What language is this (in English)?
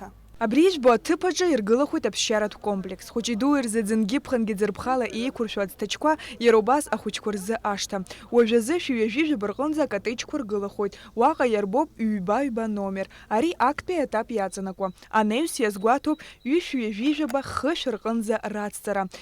Abkhazian